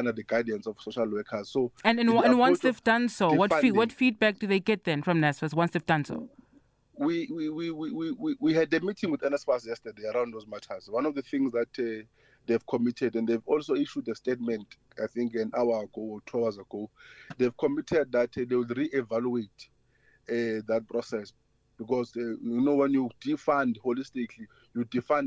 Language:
English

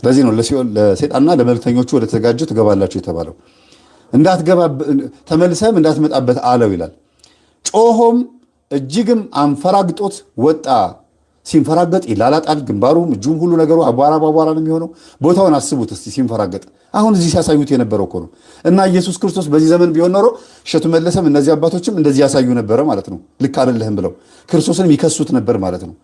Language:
Amharic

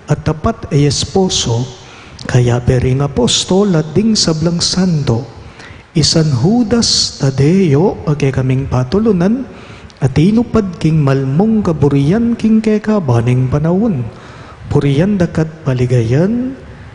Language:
Pampanga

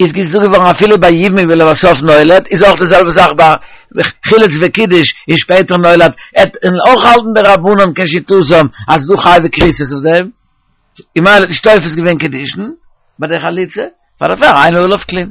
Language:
Yiddish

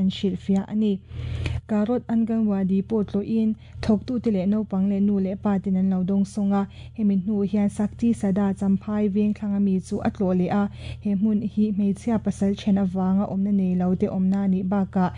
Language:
Mizo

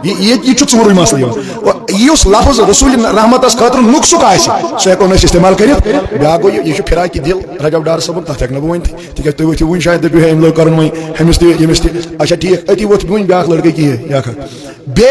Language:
Kashmiri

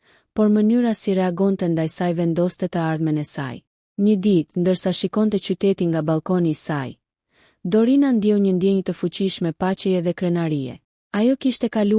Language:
Albanian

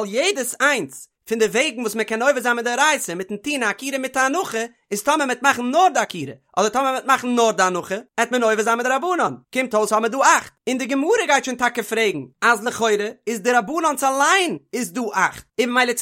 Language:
Yiddish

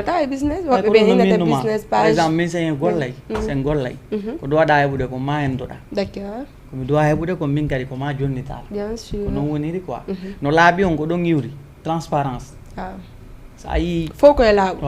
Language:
Fula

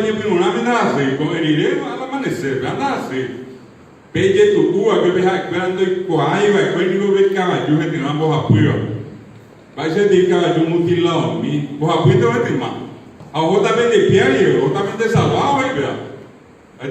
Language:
Guarani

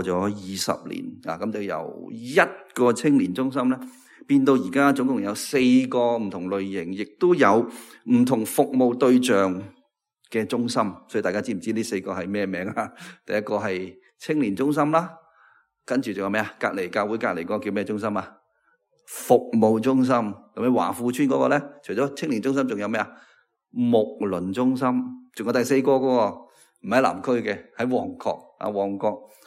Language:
Cantonese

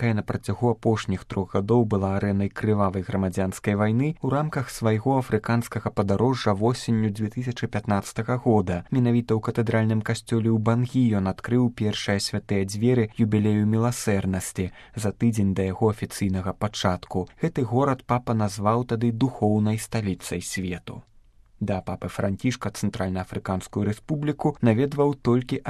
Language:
Belarusian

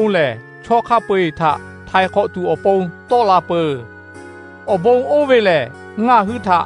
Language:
Lahu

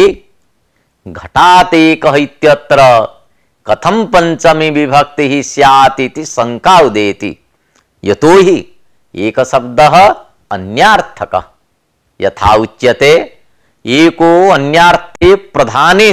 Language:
Sanskrit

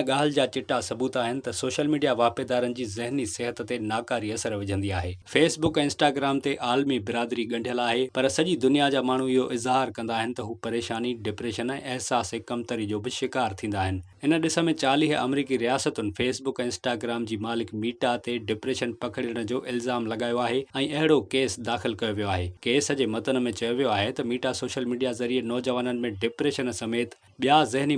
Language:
Sindhi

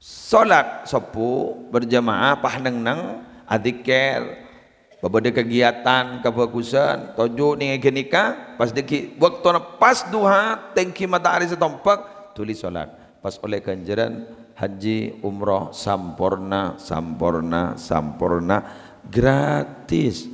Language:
Madurese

